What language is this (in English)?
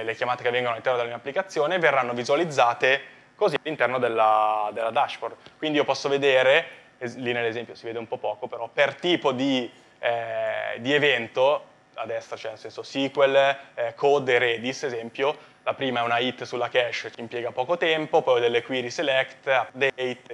Italian